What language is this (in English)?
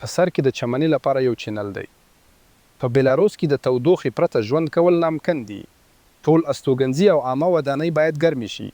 Pashto